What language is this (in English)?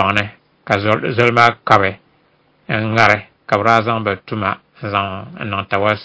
Dagbani